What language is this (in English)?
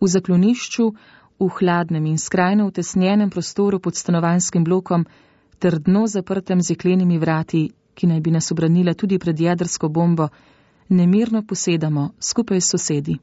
Slovenian